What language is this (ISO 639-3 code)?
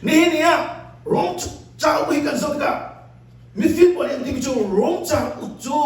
cnh